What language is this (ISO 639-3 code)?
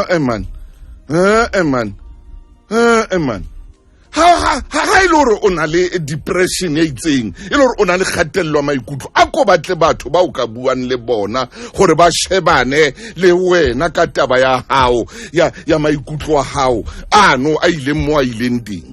sot